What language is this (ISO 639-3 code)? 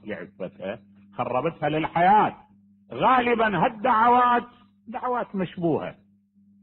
acm